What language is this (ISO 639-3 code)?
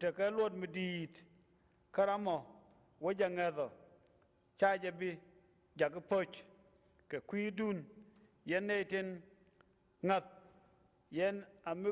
nus